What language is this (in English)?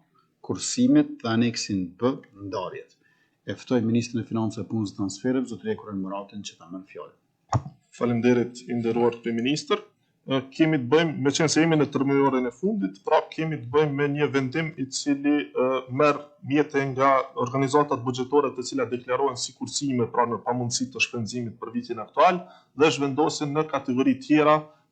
Albanian